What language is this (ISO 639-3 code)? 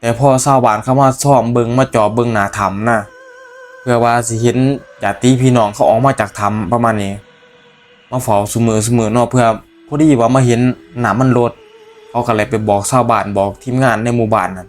tts